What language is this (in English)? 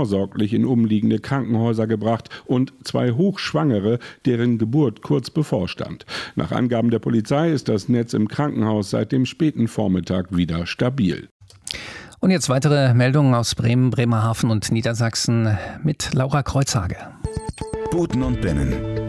German